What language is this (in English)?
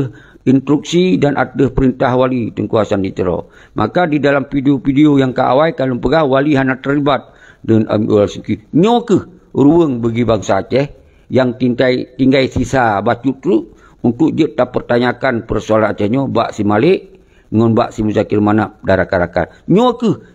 Achinese